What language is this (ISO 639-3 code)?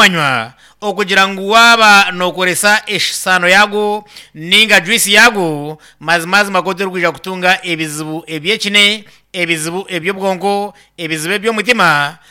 nyn